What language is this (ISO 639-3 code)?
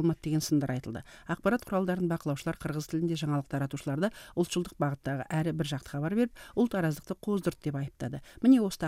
kir